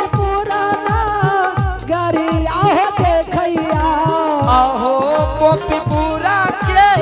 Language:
Angika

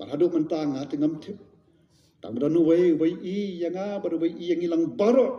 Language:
Khasi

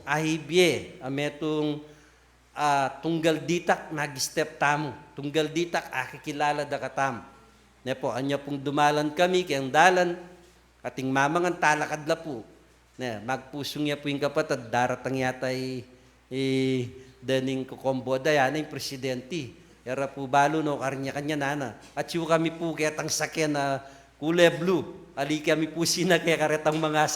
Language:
Pampanga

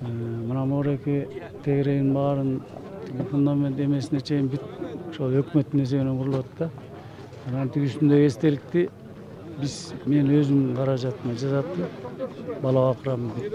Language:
Kyrgyz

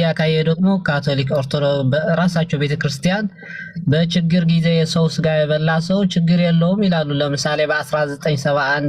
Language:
Amharic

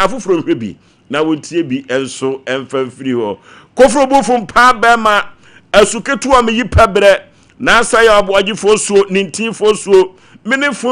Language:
Akan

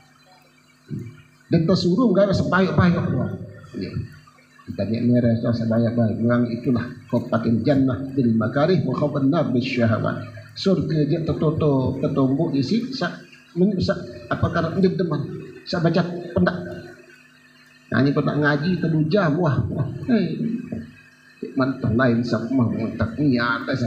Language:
Sasak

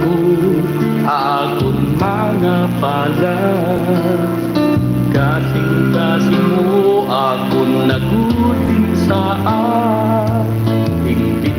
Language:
Waray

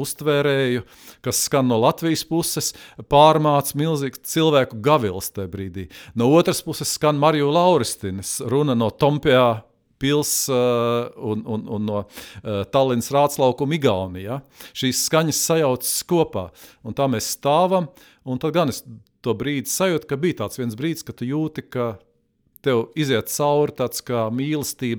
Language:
Latvian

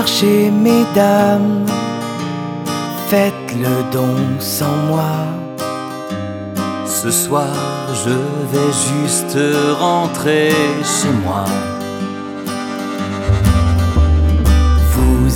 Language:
French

